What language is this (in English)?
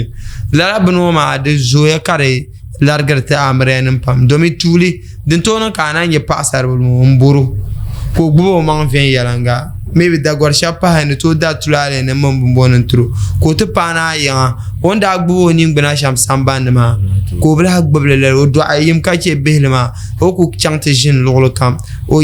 Dagbani